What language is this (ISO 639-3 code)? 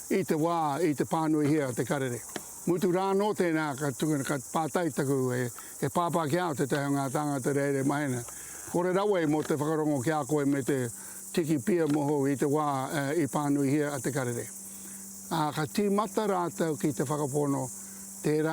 mri